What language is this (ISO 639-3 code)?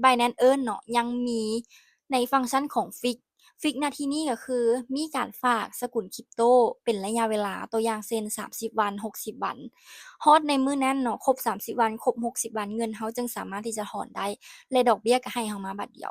lao